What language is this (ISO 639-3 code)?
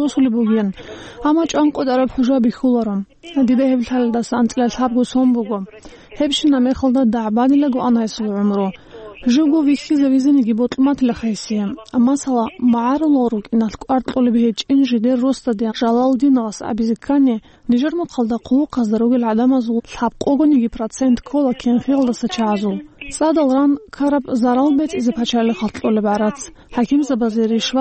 ava